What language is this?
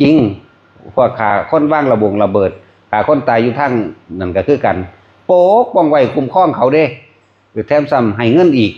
Lao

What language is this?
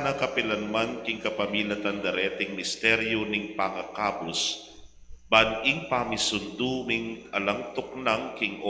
Pampanga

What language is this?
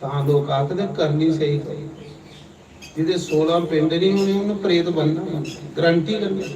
Dogri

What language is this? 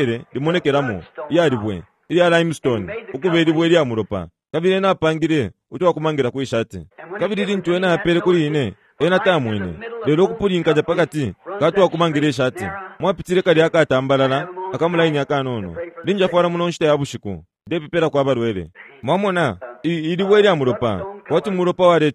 Bemba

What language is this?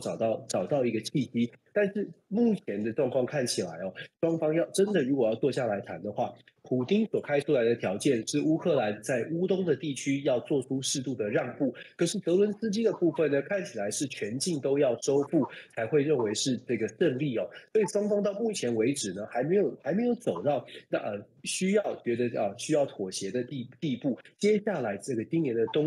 Chinese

